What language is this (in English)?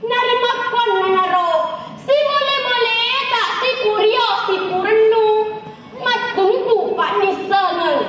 Buginese